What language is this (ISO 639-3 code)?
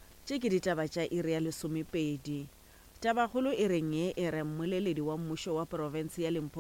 nso